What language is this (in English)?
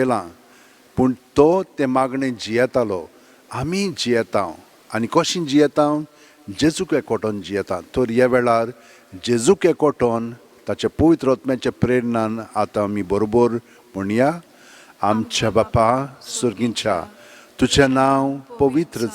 Konkani